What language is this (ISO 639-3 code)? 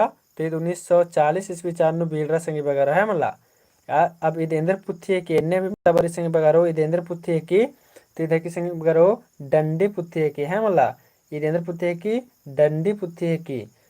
kru